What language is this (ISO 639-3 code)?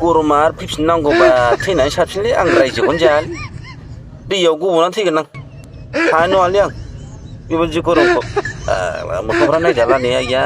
brx